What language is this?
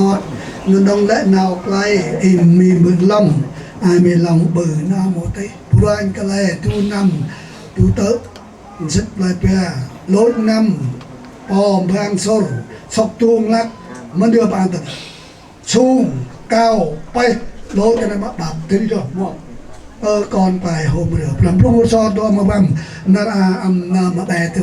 Central Mnong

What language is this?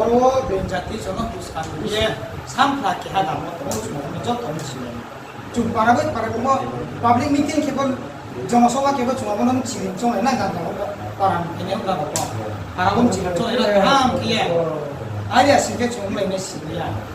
Riang (India)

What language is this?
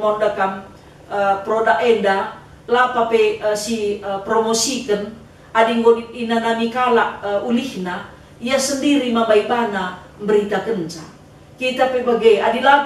Batak Karo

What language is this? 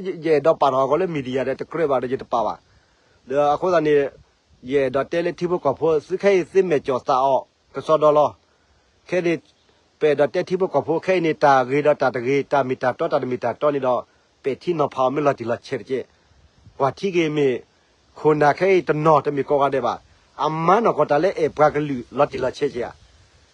S'gaw Karen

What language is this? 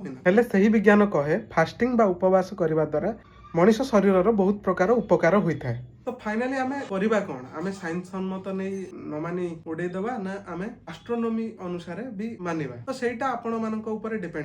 Odia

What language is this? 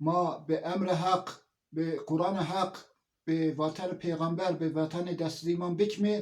Zaza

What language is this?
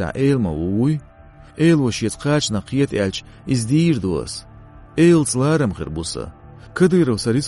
Chechen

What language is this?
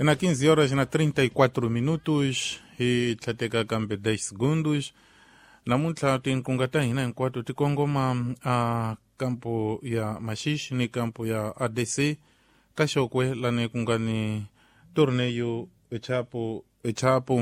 Tsonga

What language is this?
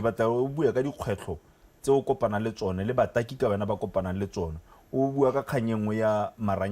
Tswana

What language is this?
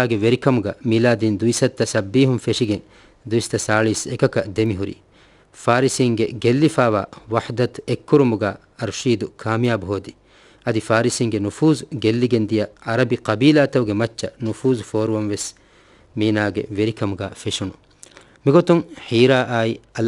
Divehi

